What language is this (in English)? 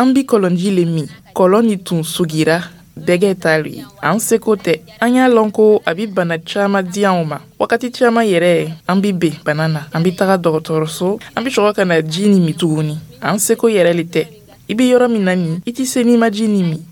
Dyula